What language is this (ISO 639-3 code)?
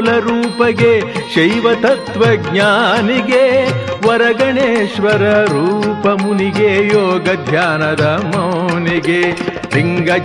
kan